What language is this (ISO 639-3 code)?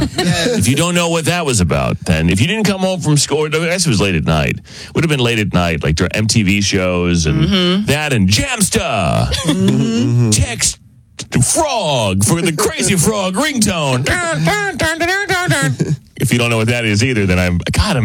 eng